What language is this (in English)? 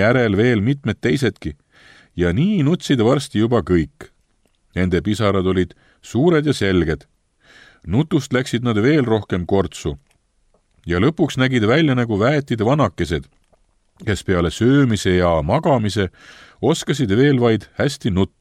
Estonian